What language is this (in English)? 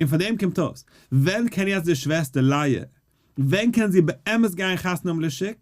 Yiddish